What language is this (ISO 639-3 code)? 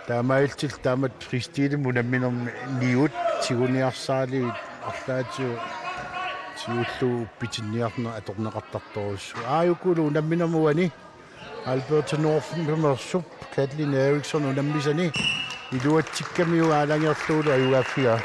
kal